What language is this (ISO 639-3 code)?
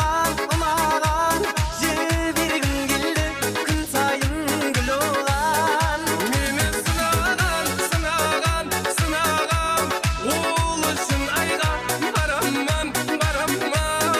kaa